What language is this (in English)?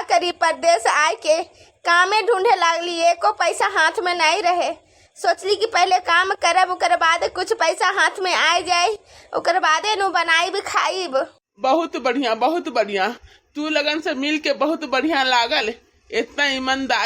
Bhojpuri